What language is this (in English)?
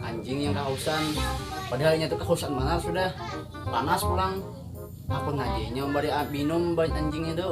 Banjar